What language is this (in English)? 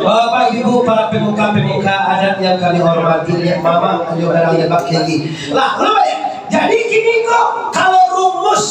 Minangkabau